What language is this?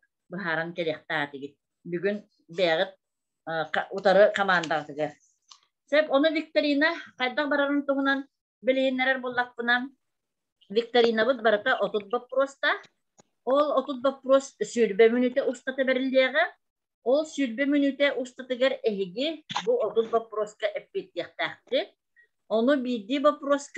Yakut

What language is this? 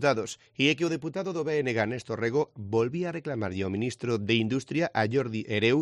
Galician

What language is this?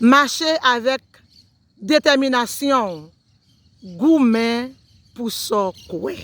Haitian Creole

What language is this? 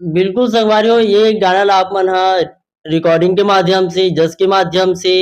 Chhattisgarhi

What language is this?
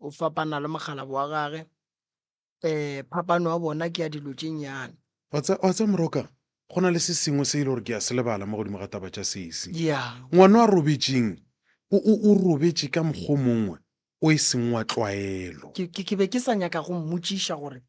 Northern Sotho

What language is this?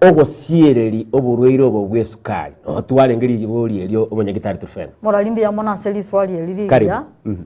Gusii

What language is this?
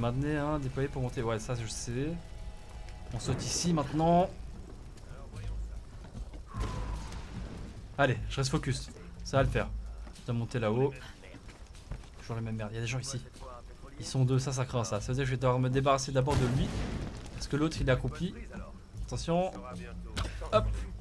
French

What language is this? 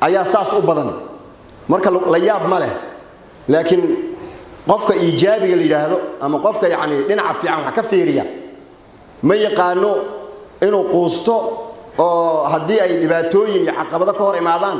Somali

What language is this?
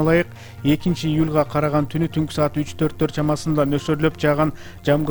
Kyrgyz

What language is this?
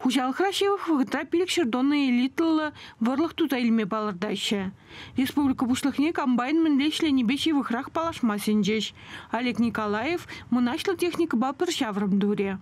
Chuvash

